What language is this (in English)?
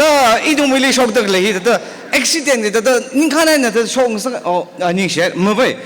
Tangkhul Naga (India)